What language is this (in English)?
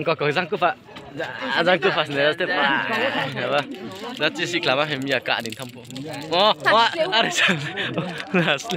Riang (India)